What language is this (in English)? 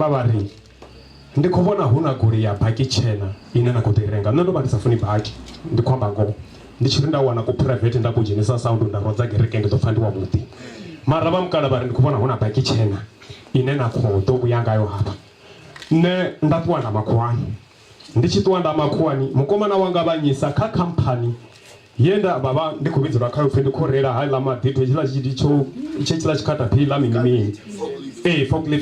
Venda